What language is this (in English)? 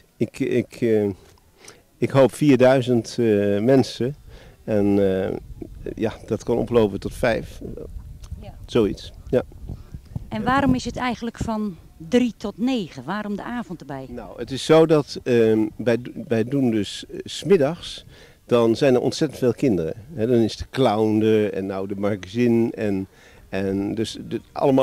Dutch